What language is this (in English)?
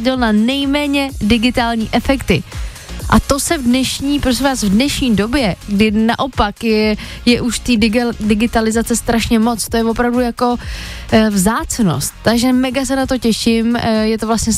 Czech